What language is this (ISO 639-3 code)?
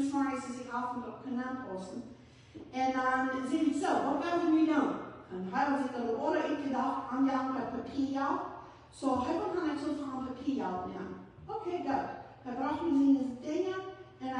pdt